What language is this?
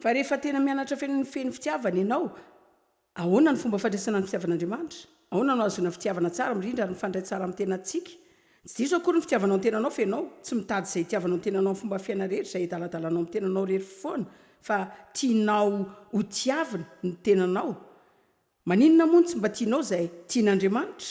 Malagasy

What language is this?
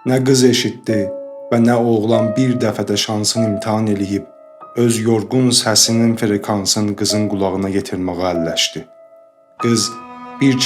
South Azerbaijani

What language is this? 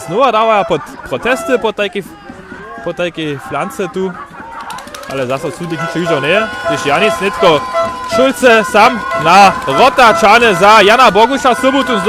Upper Sorbian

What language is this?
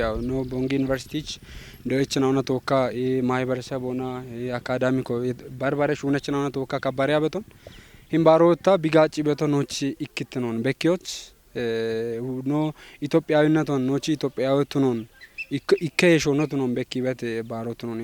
Kafa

